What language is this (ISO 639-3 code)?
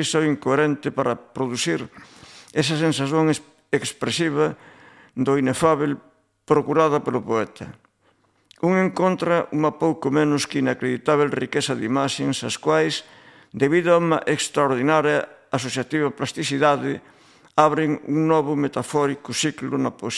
glg